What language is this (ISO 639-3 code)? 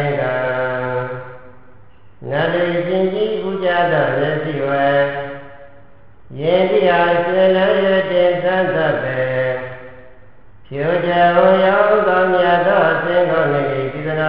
mya